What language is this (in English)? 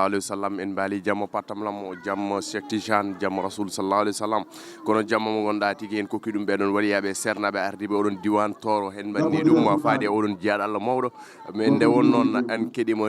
Fula